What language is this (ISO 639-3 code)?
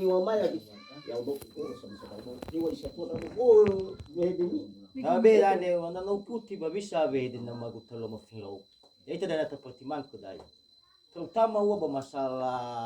nia